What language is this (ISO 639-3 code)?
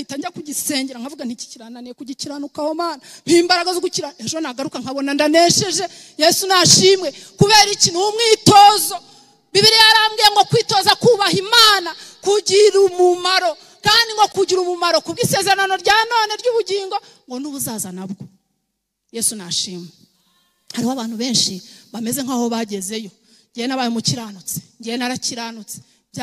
kin